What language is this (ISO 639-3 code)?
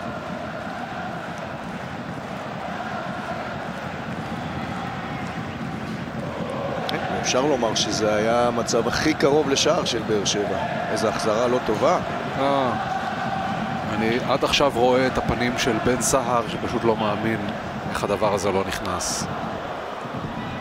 heb